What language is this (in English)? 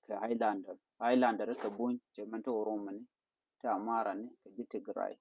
Nuer